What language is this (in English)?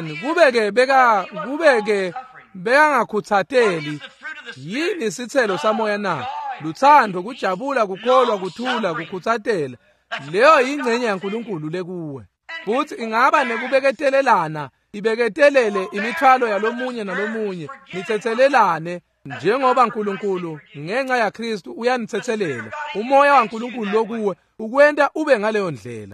Swati